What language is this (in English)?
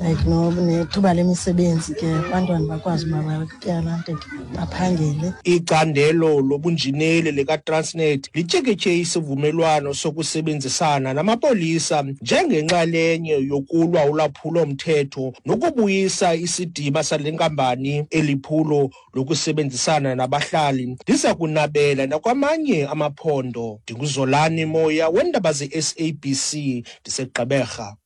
Xhosa